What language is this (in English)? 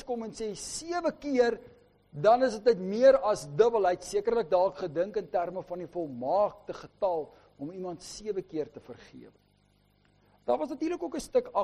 Afrikaans